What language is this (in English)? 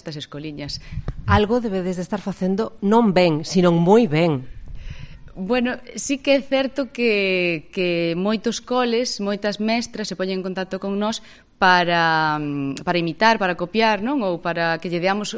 Galician